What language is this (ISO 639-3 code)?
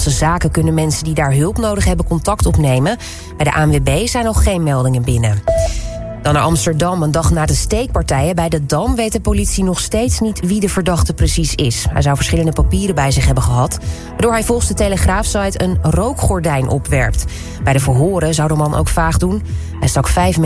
nld